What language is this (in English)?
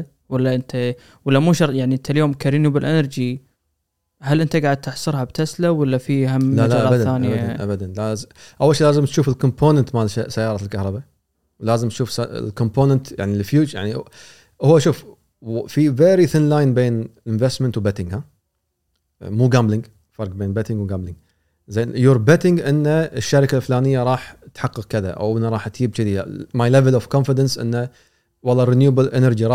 Gulf Arabic